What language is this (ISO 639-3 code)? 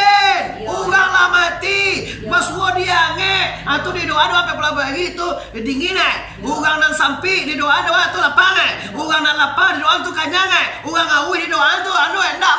min